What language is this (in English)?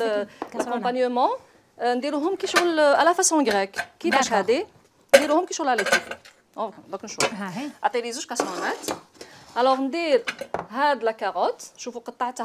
Algerian Arabic